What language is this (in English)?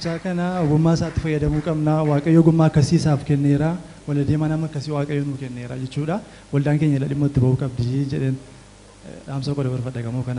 Oromo